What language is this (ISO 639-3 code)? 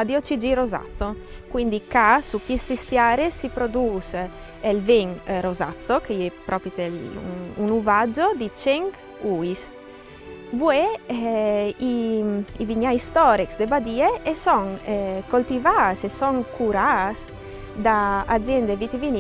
fur